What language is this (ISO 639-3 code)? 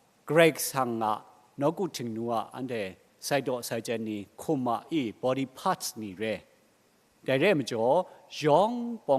kac